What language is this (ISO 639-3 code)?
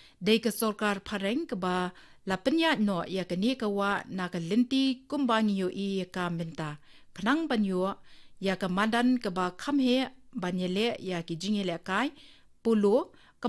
kha